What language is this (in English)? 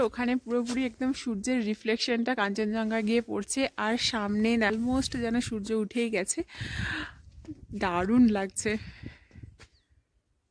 Bangla